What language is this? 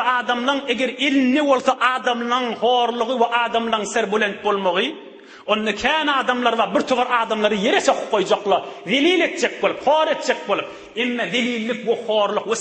Turkmen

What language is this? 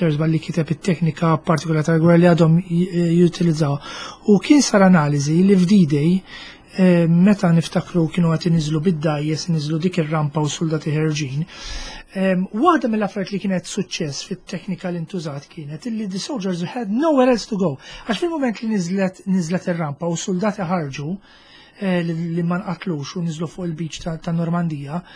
Maltese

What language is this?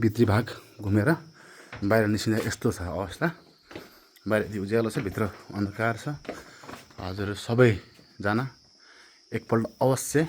Nepali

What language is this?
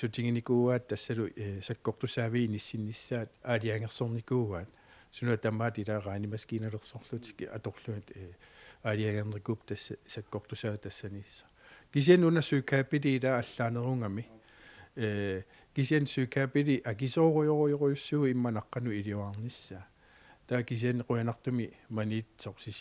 Kalaallisut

